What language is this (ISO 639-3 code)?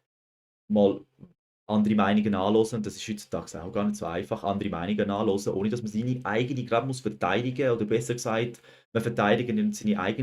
gsw